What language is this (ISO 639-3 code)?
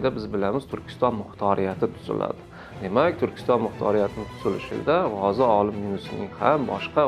uzb